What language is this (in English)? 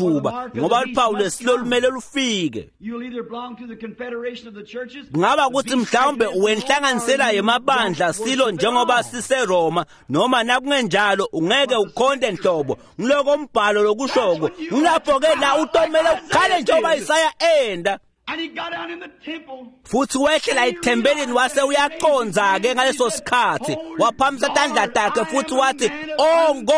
Swati